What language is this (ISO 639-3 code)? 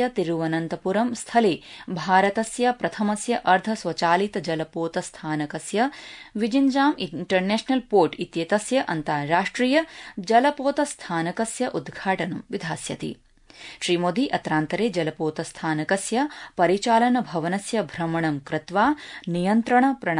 san